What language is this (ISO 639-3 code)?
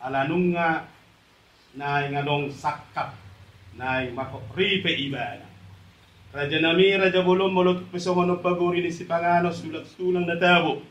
bbc